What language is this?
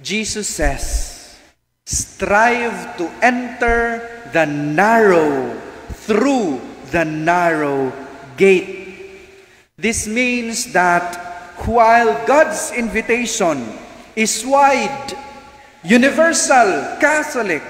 Cebuano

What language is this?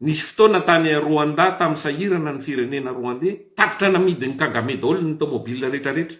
Malagasy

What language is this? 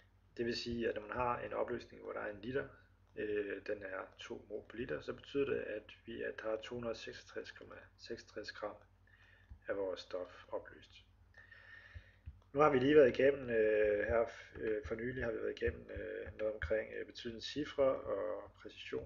Danish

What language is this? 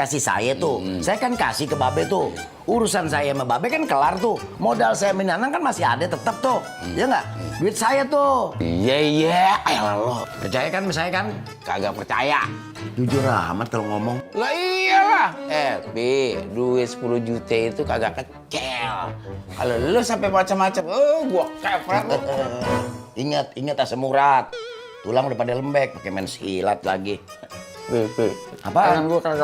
Betawi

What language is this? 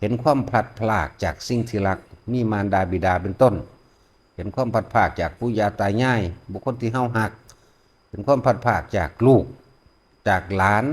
Northeastern Thai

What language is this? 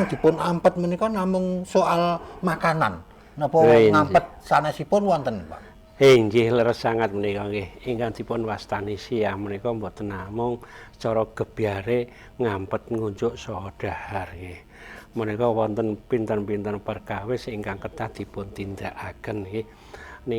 Javanese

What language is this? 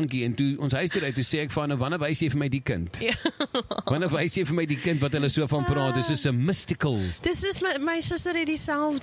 Afrikaans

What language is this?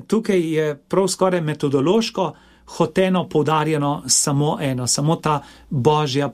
Slovenian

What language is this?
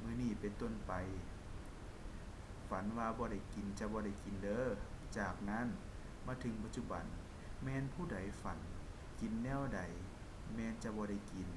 Lao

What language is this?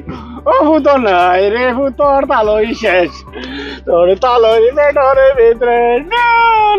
Sylheti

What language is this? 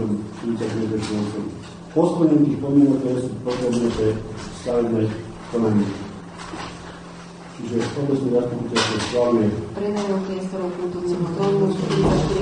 Slovak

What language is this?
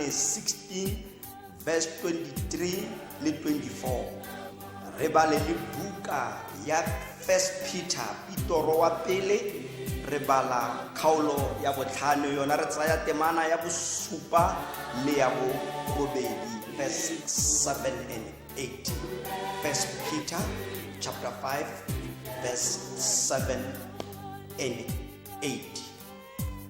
Tswana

